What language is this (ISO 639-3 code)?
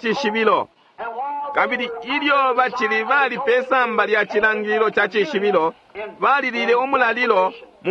bem